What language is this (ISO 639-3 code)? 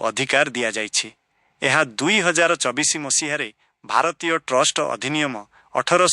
ori